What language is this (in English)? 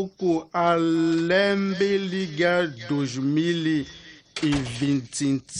Tsonga